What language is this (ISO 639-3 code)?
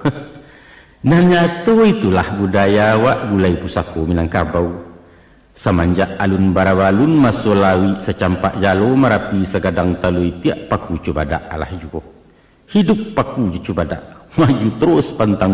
min